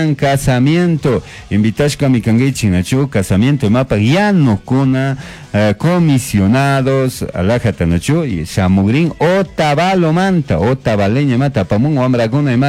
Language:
Chimborazo Highland Quichua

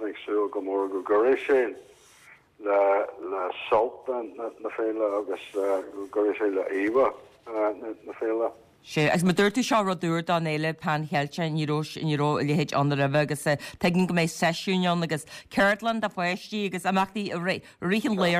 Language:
Irish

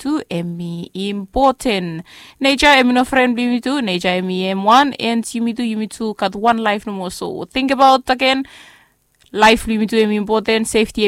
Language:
Bislama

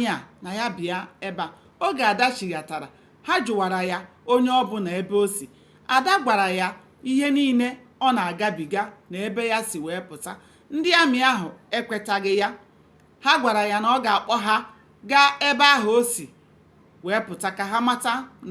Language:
Igbo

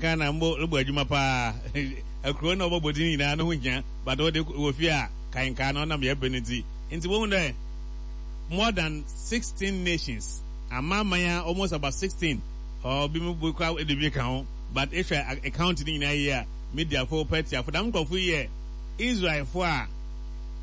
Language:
Akan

